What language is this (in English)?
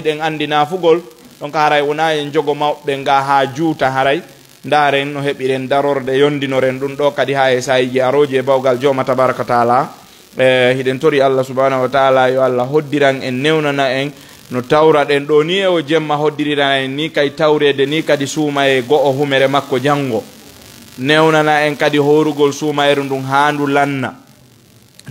Fula